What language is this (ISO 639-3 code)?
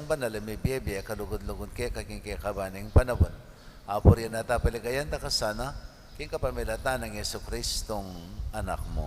pam